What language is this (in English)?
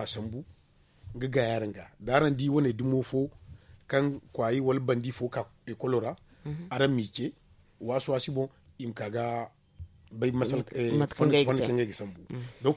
Zarma